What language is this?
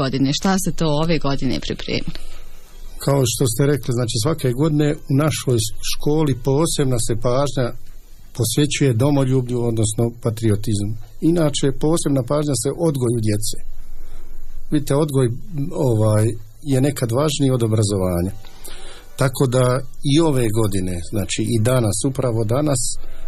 Bosnian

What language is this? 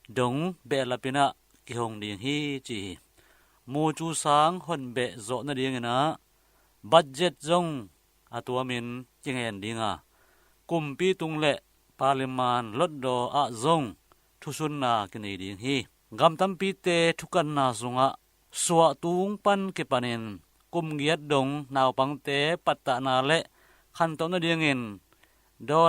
Tedim Chin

